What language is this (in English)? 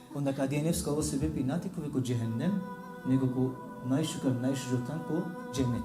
Balkan Romani